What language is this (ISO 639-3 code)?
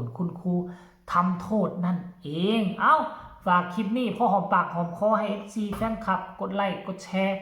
lao